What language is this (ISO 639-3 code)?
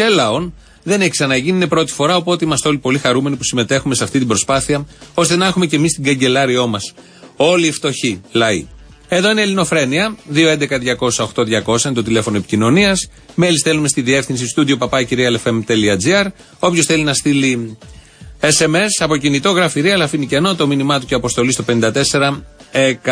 ell